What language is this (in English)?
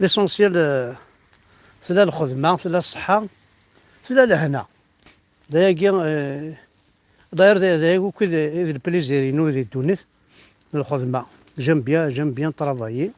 Kabyle